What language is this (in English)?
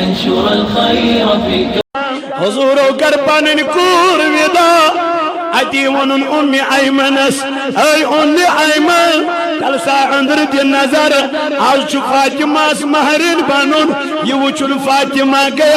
Kashmiri